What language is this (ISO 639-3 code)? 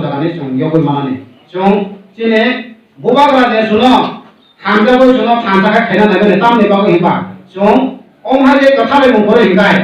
trp